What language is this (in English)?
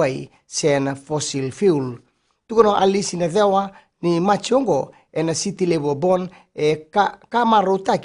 Fijian